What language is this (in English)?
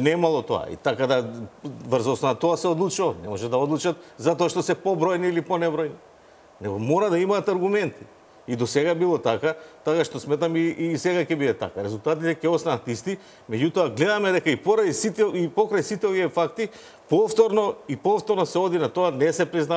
Macedonian